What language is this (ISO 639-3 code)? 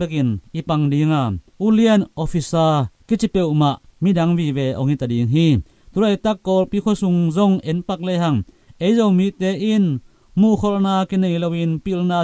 ctd